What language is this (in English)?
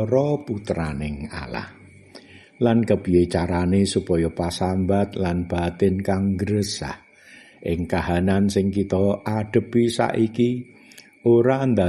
Javanese